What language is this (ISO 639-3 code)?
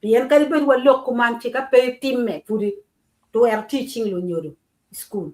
ach